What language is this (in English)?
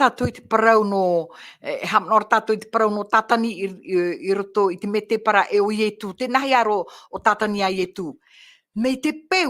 Tahitian